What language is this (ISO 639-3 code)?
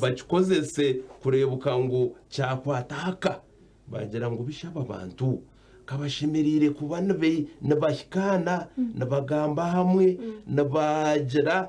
nyn